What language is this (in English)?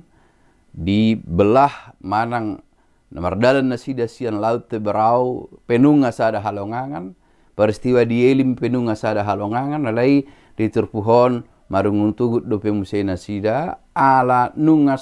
Batak Toba